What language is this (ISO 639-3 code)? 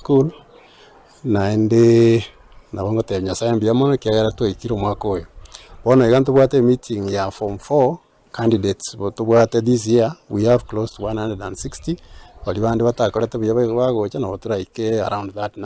guz